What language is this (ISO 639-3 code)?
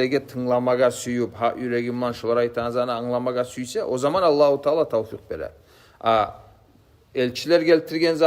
kum